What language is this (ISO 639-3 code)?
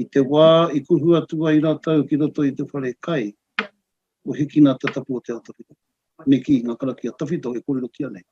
mri